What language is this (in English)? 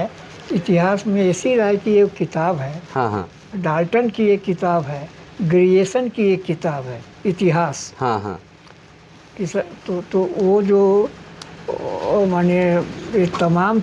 Sadri